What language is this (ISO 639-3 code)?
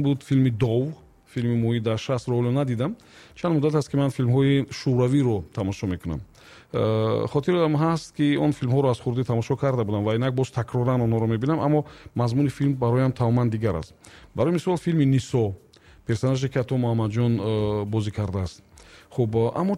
tgk